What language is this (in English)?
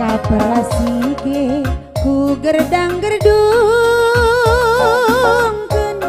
Batak Karo